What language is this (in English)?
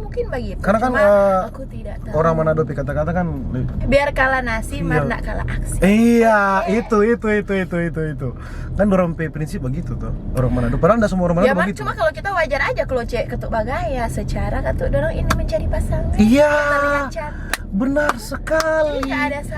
Manado Malay